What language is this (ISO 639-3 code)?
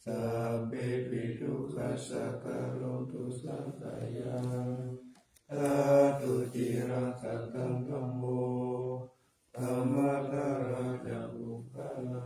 pli